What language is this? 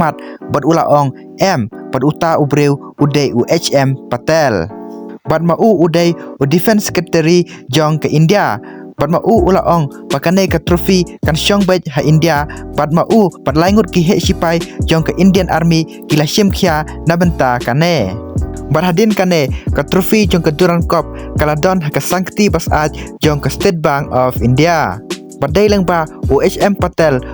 Khasi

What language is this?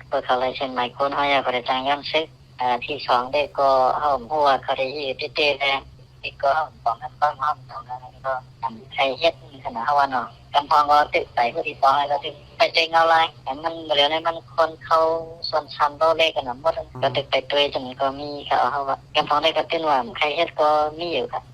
Shan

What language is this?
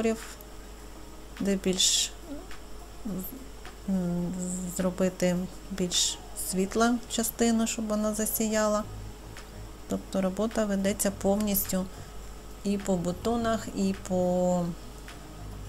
Ukrainian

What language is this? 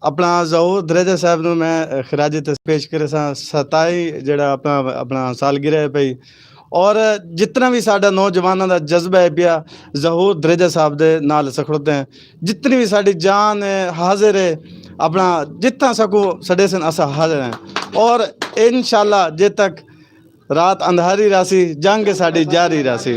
Saraiki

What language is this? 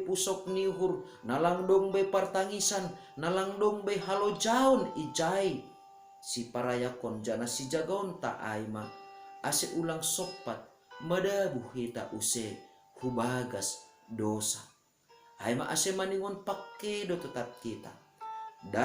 Batak Simalungun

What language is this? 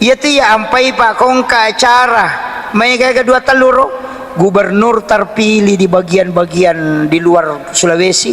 Buginese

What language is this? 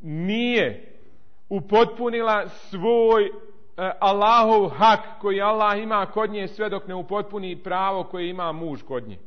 Bosnian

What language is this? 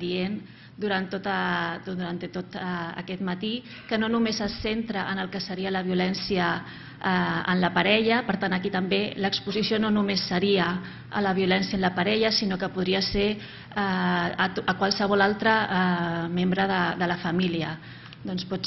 Catalan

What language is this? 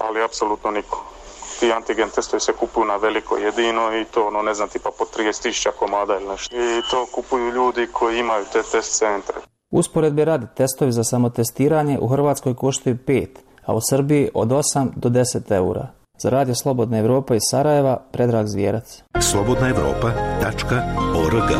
Croatian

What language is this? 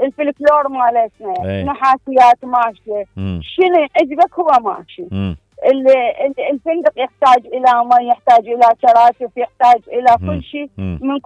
Mesopotamian Arabic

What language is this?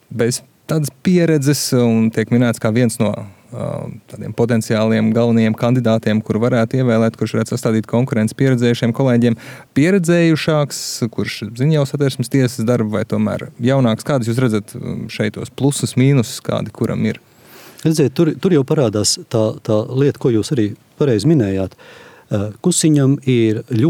Latvian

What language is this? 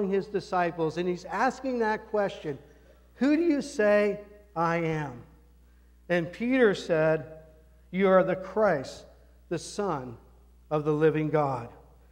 English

